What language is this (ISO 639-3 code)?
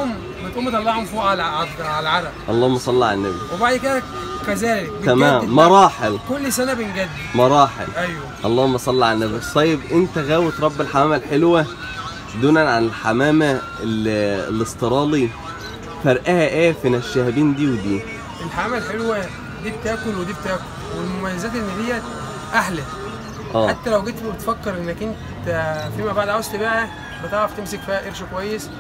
arz